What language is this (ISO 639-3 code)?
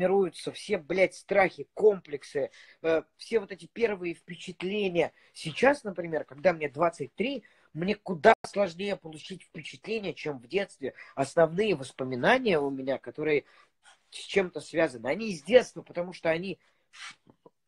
rus